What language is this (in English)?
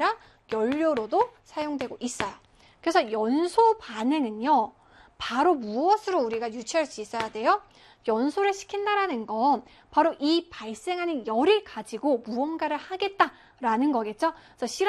Korean